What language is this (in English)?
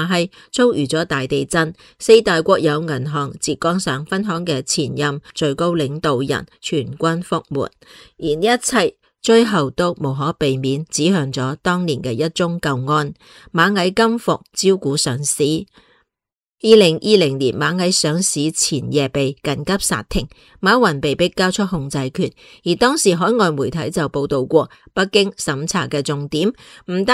Cantonese